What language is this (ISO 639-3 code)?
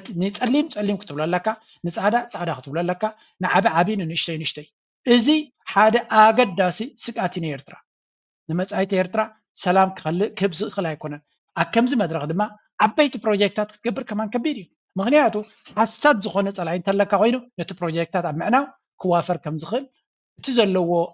tir